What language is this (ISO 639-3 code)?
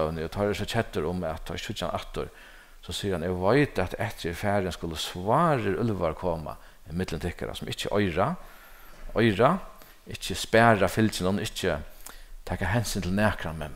fao